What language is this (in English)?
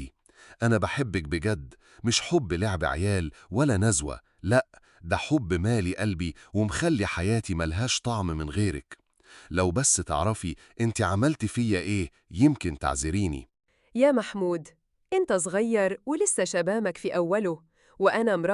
Egyptian Arabic